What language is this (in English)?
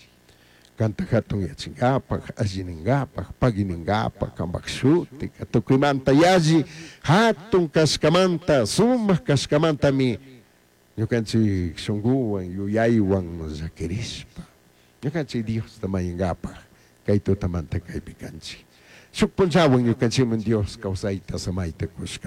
Chimborazo Highland Quichua